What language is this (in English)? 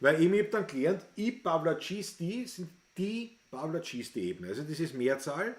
Bavarian